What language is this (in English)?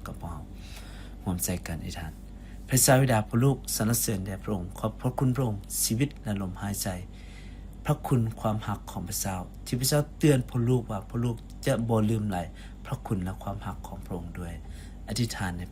Lao